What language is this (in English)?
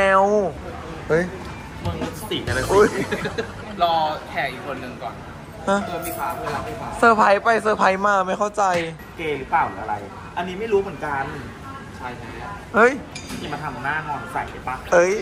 Thai